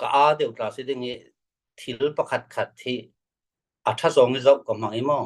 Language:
Falam Chin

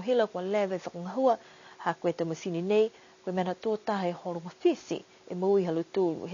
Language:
Niuean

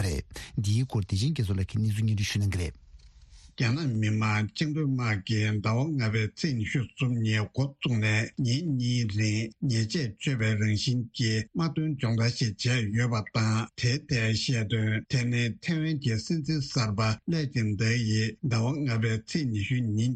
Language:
Tibetan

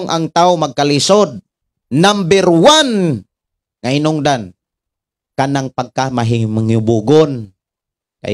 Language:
Cebuano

